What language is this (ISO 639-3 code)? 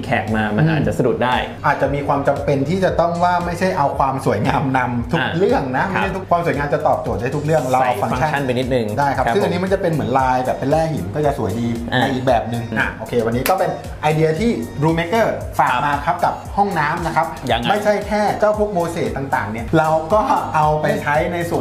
tha